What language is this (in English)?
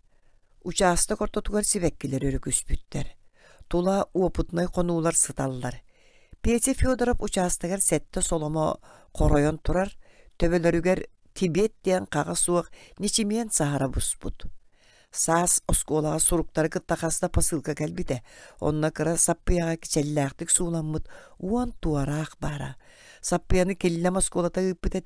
Yakut